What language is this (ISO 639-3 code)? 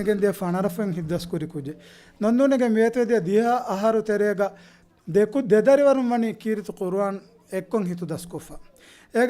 div